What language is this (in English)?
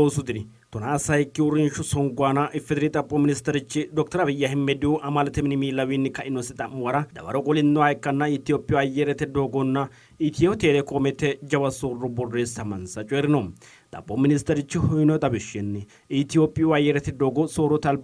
Sidamo